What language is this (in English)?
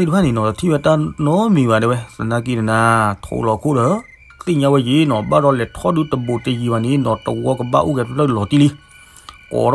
S'gaw Karen